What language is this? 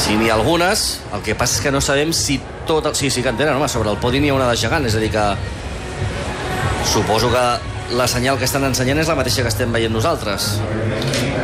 Catalan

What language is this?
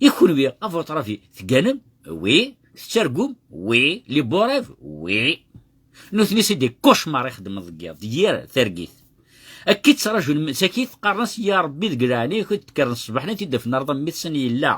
Kabyle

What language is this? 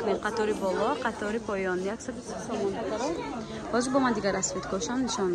Tajik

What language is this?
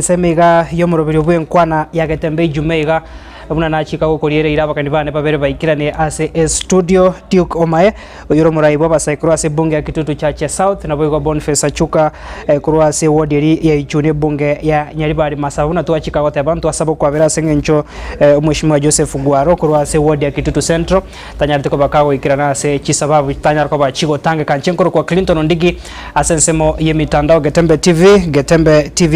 Gusii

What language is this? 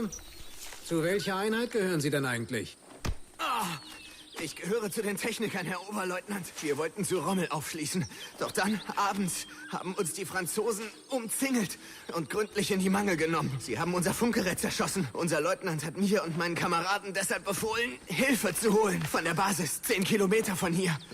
Bavarian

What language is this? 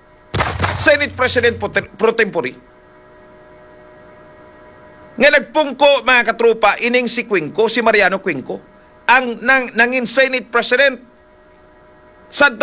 Hiligaynon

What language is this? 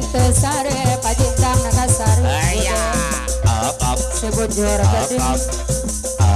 Sundanese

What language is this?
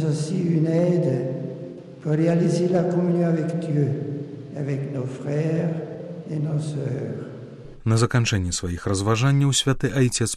Belarusian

